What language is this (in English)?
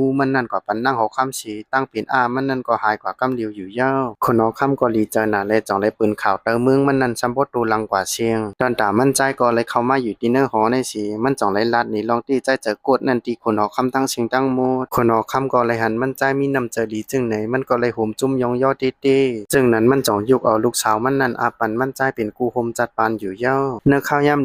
Shan